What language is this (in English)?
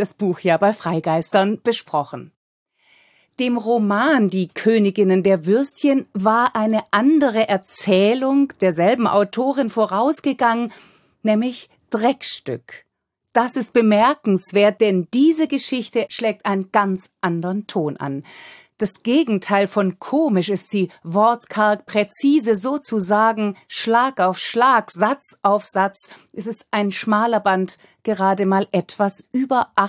German